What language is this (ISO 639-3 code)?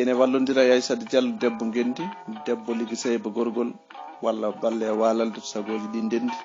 ful